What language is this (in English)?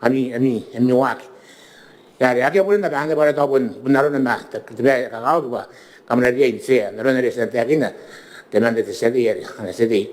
Gilbertese